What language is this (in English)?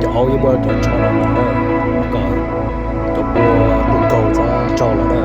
Hmong